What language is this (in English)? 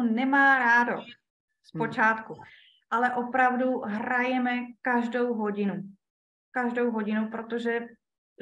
Czech